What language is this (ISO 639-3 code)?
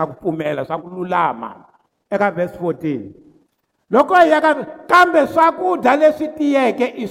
tso